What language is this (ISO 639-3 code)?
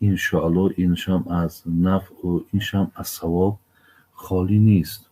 tgk